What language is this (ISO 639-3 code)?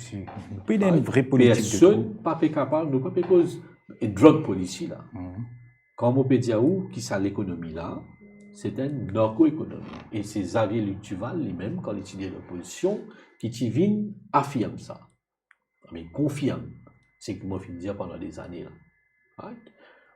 mfe